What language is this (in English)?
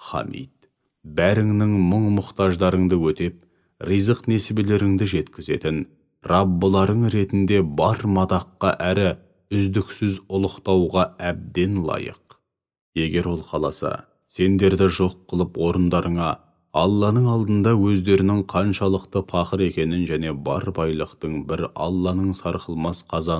Kazakh